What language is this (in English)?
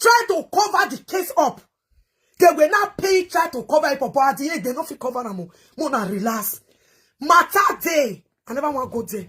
Nigerian Pidgin